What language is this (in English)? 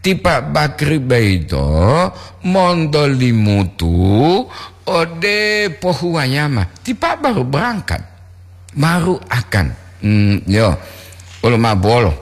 Gorontalo